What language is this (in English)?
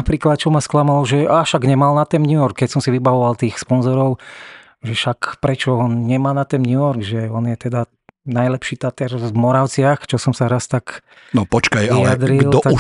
Slovak